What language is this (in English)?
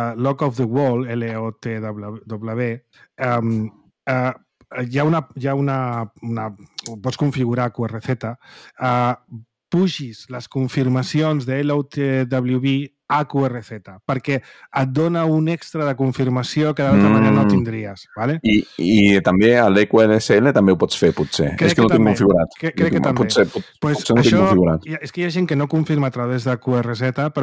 Catalan